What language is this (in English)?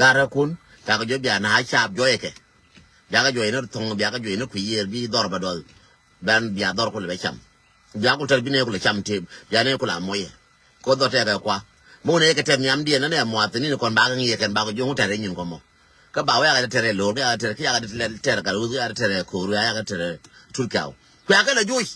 Nuer